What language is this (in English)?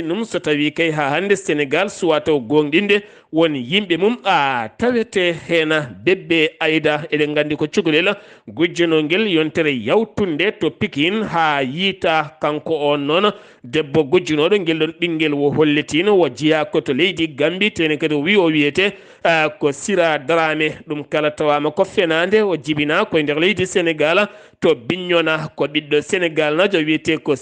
Fula